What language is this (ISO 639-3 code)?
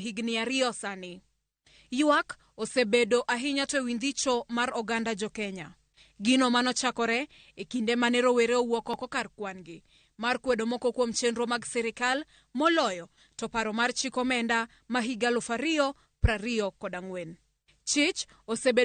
luo